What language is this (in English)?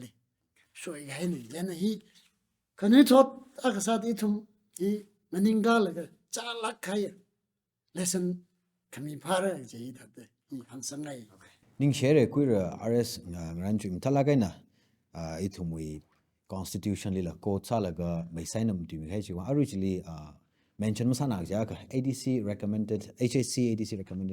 Tangkhul Naga (India)